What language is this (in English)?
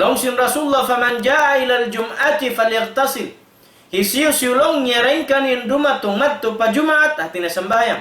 Tausug